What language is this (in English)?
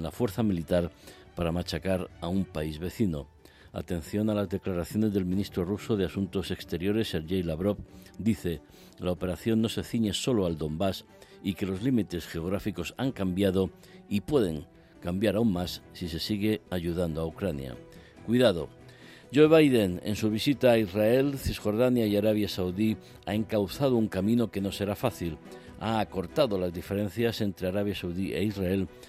Spanish